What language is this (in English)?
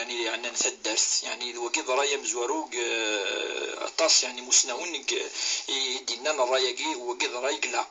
Kabyle